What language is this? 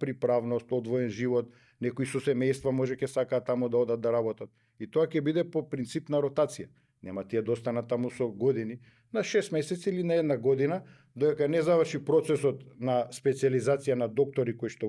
Macedonian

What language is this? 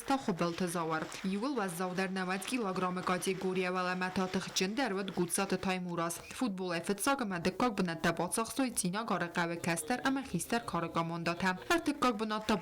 Ossetic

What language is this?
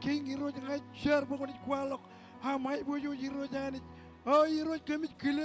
Marshallese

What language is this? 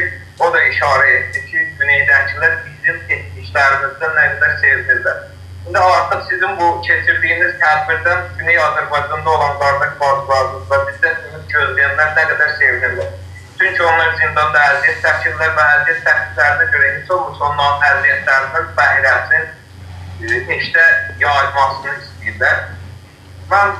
South Azerbaijani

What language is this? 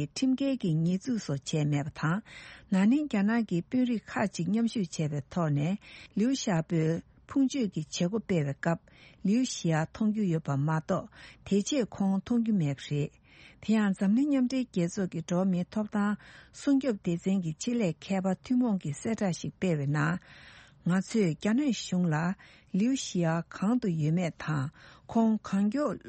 Tibetan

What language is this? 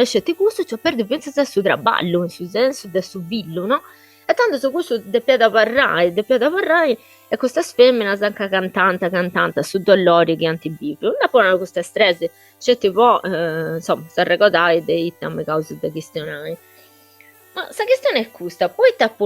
Sardinian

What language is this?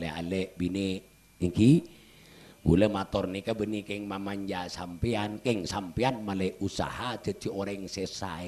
Madurese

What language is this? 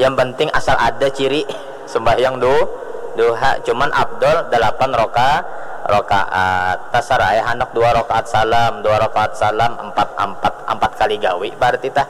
Banjar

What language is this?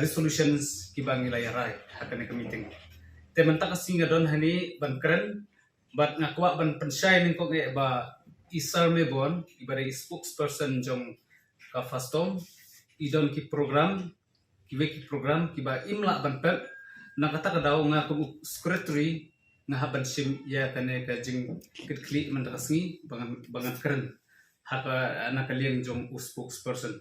Khasi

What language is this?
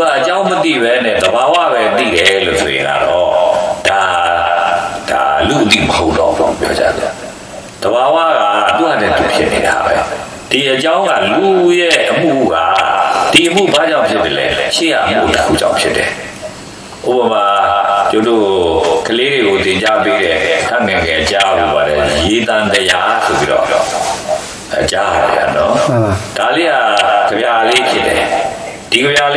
Burmese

